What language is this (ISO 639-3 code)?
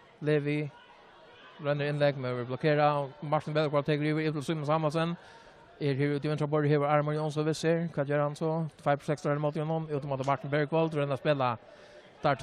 fao